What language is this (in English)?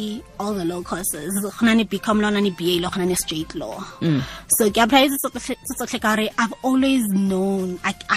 Tswana